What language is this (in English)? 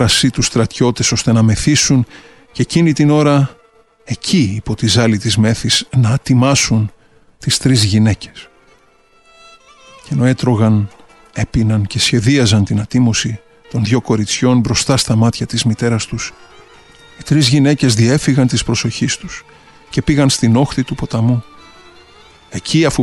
Greek